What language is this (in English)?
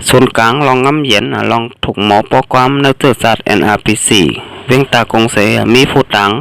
Shan